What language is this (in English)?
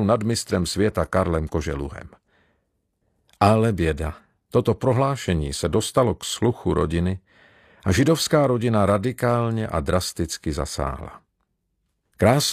Czech